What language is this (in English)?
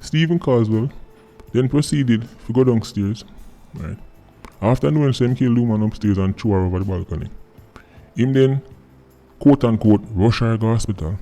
Jamaican Creole English